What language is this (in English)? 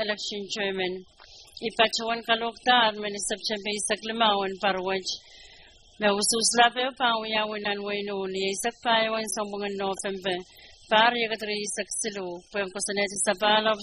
Pohnpeian